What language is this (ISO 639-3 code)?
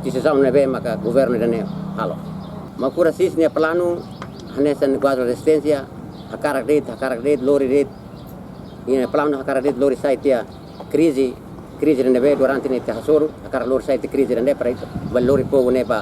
tet